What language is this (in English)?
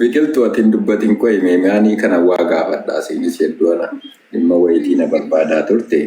Oromo